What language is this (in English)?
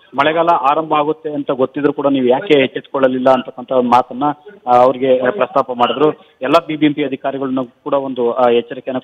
Kannada